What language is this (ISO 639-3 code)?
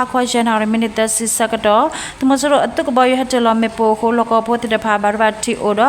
ksw